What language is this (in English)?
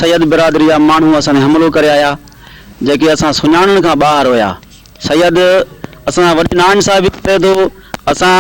Sindhi